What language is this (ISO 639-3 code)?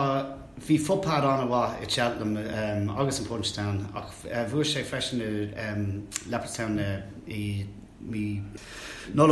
gle